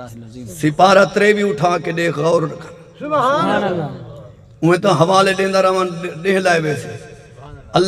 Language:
Saraiki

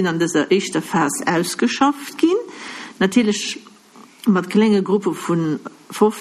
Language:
Luxembourgish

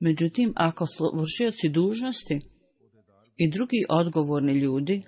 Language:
Bosnian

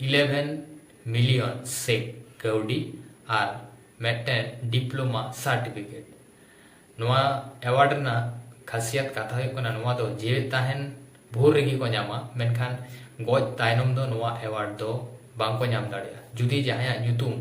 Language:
Santali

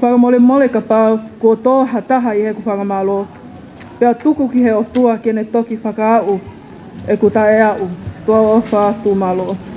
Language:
Tongan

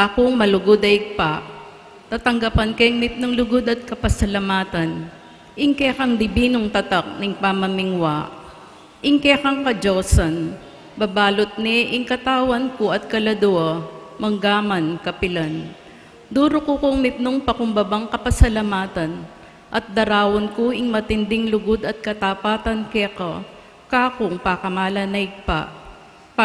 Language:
Pampanga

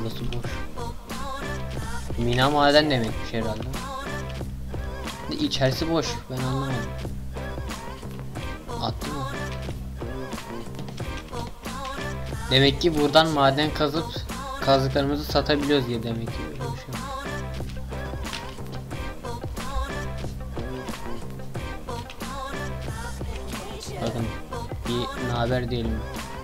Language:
Turkish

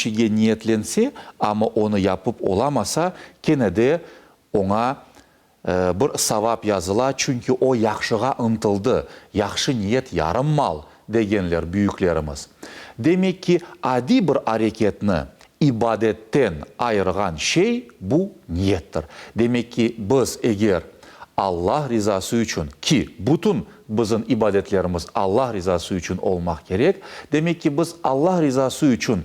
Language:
Crimean Tatar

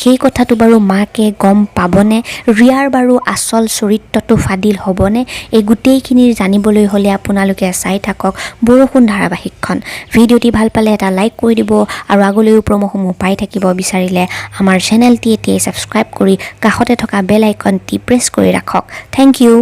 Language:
Assamese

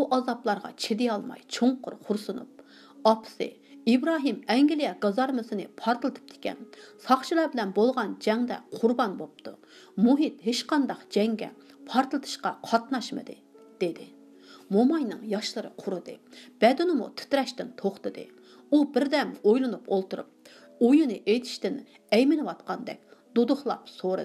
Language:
Uyghur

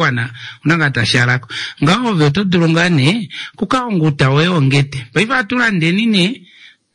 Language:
Kuanyama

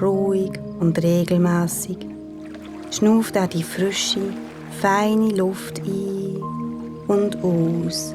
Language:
Swiss German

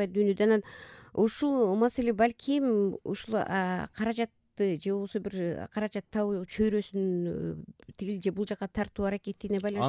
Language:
Kyrgyz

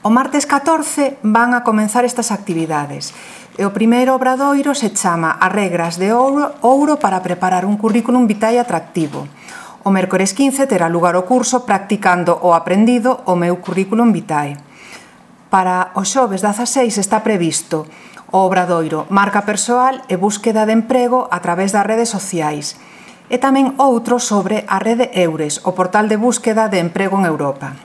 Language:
Galician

